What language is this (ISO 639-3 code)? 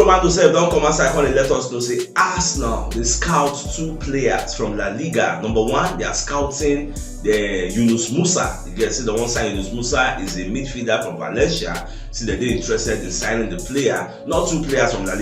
pcm